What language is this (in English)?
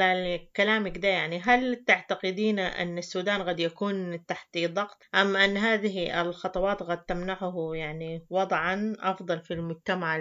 Sudanese Arabic